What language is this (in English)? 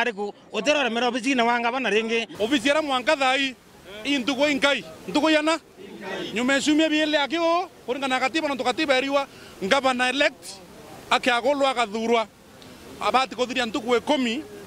Meru